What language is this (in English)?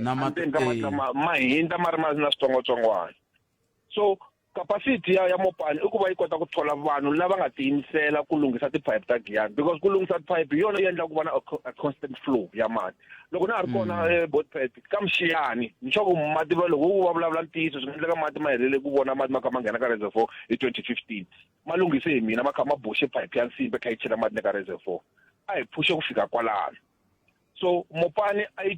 Tsonga